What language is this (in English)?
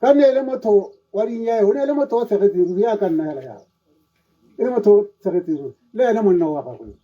Tswana